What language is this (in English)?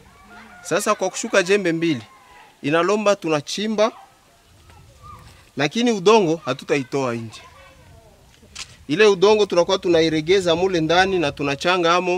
Swahili